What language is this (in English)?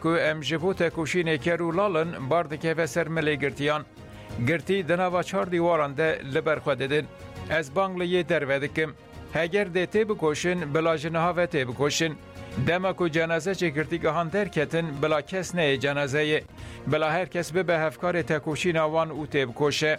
Kurdish